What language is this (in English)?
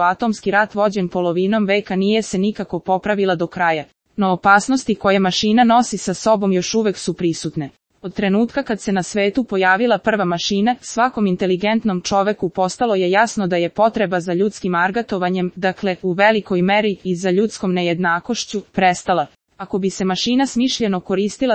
Serbian